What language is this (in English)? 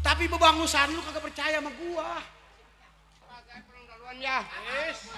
Betawi